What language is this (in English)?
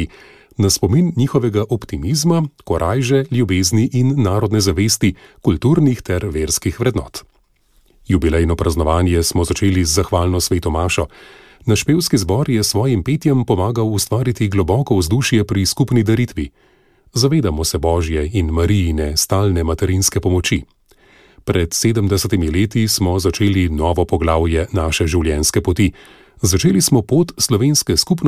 Slovenian